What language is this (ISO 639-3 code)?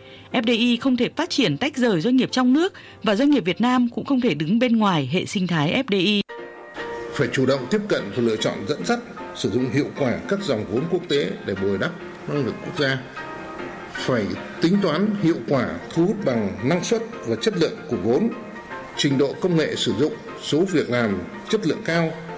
vie